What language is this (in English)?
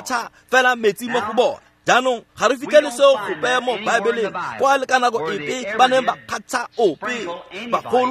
Tswana